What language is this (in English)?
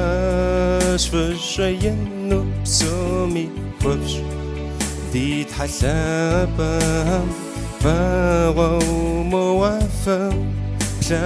Kabardian